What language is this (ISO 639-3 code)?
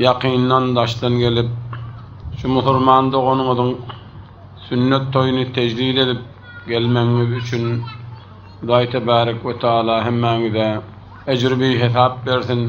tuk